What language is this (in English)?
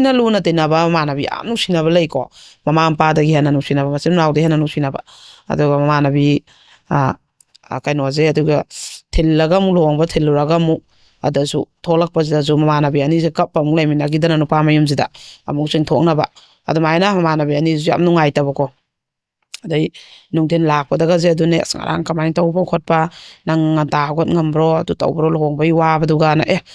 Manipuri